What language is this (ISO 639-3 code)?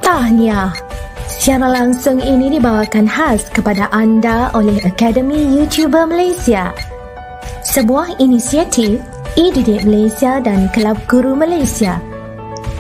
msa